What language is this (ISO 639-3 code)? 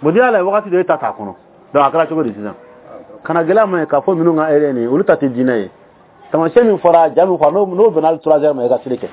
bam